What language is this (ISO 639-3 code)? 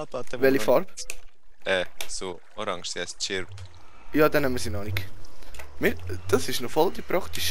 gsw